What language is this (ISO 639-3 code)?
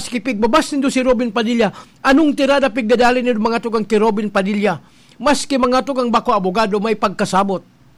bik